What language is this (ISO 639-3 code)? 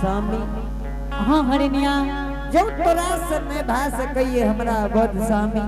anp